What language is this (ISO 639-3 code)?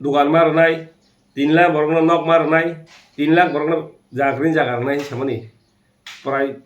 trp